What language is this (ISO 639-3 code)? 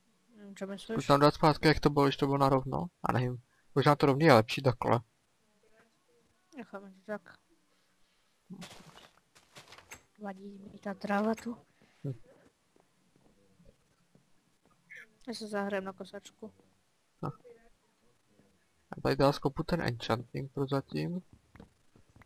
ces